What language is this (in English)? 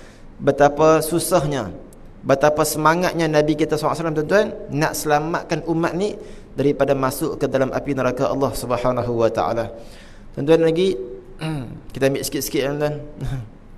Malay